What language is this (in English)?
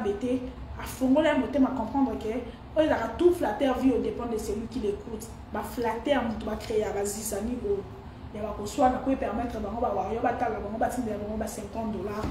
Lingala